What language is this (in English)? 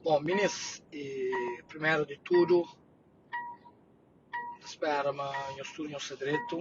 Kabuverdianu